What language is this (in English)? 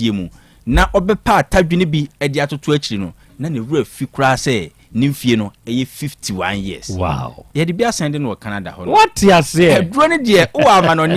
Akan